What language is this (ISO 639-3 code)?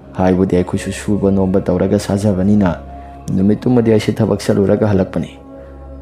mni